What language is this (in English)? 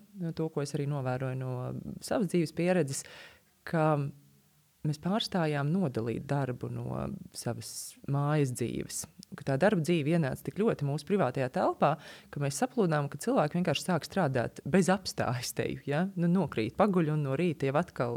Latvian